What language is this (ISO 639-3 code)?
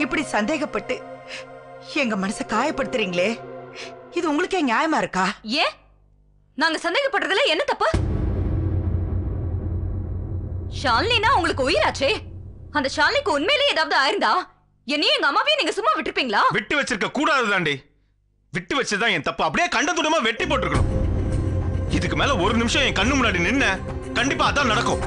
tam